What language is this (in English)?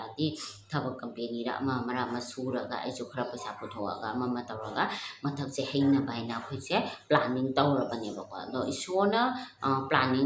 Manipuri